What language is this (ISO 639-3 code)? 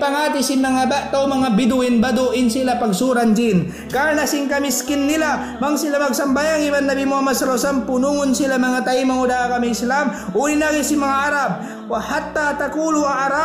tsg